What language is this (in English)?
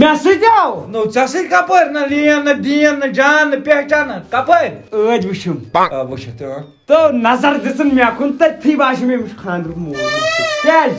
Kashmiri